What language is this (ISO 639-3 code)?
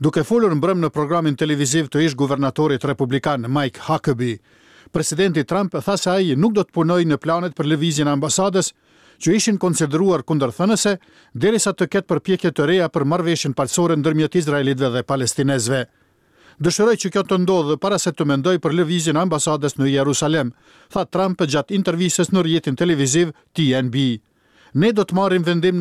sqi